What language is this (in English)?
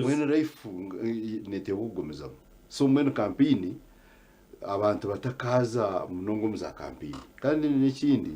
Nyankole